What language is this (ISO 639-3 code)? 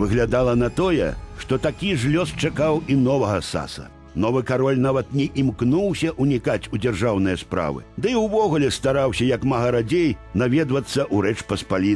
bel